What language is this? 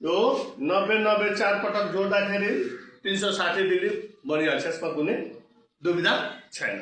Nepali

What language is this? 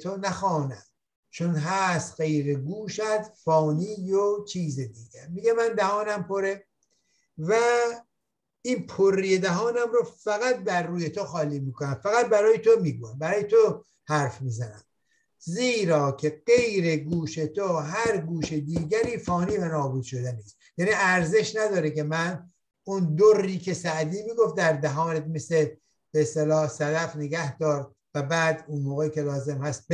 Persian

